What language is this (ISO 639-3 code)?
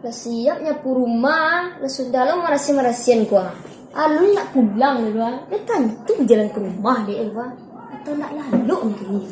min